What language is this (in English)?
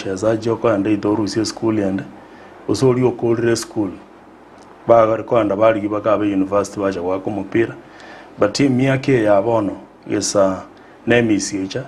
Gusii